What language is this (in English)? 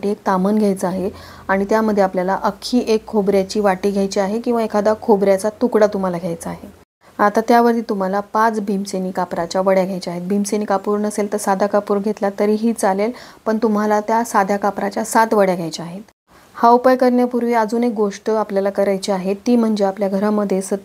Marathi